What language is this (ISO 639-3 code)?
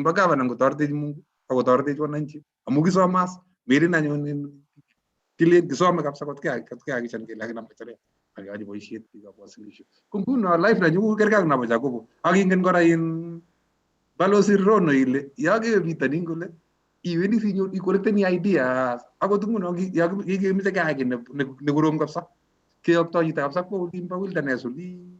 kln